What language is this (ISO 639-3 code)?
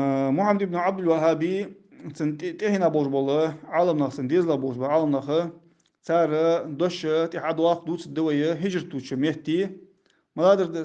inh